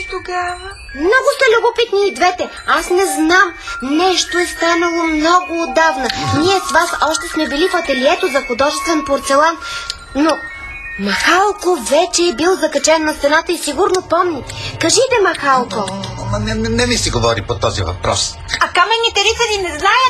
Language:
Bulgarian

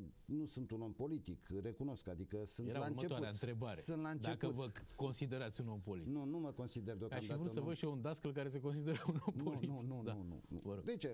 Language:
Romanian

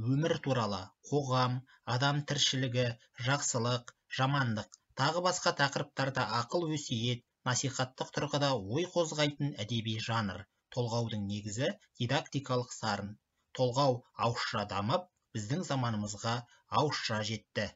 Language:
Kazakh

